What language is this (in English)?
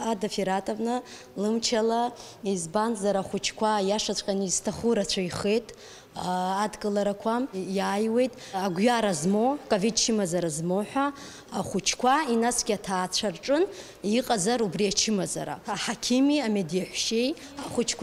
Abkhazian